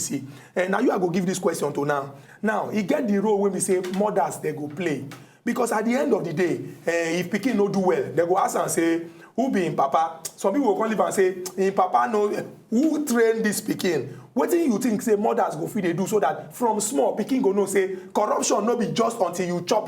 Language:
Nigerian Pidgin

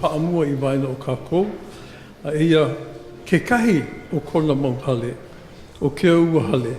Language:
Hawaiian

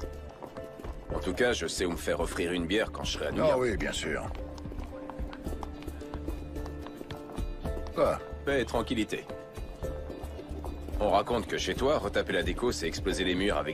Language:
French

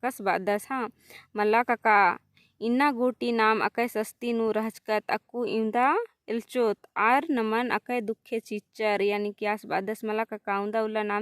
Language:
Kurukh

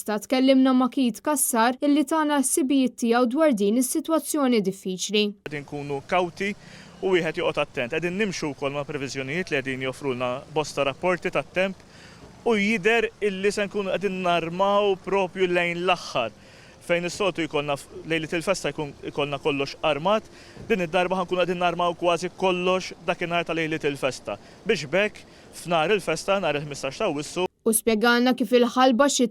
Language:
Maltese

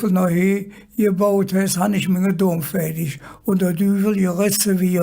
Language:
Colognian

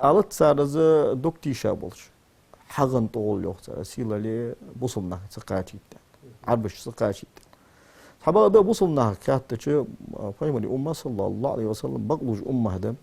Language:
Ingush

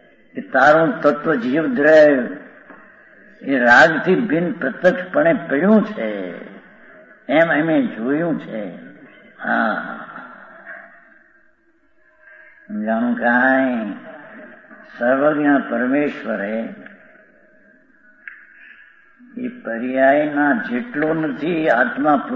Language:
Gujarati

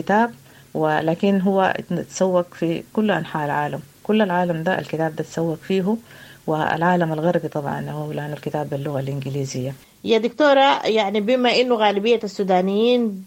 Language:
Sudanese Arabic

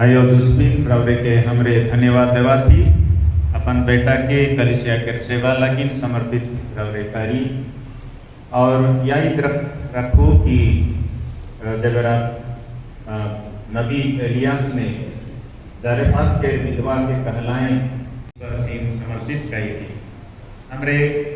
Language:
Sadri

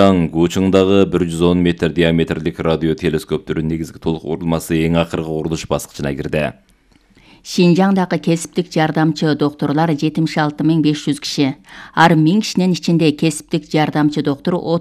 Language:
Kyrgyz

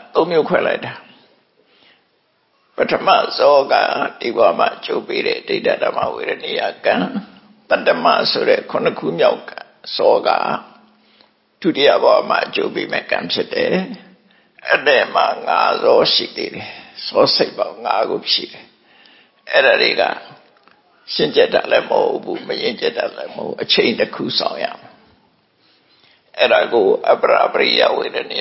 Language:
Burmese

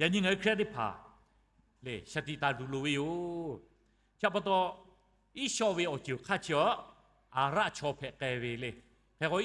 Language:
Lahu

